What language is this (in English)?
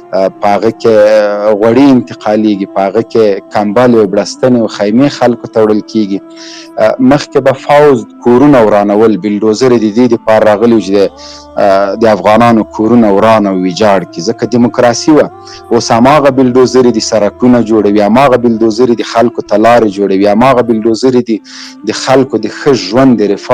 Pashto